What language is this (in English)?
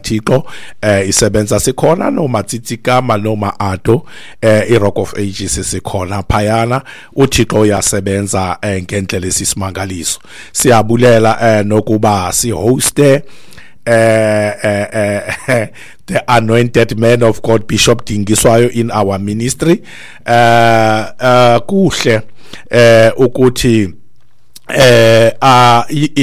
Xhosa